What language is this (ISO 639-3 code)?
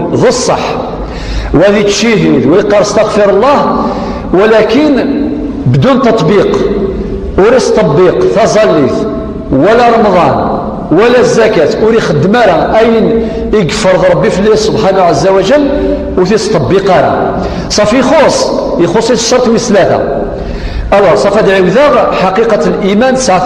kab